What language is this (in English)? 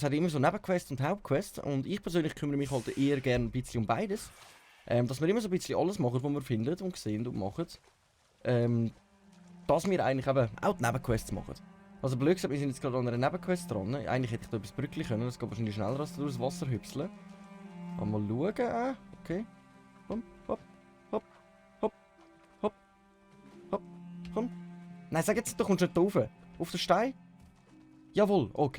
Swiss German